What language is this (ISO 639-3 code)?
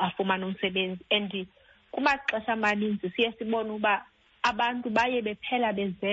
xho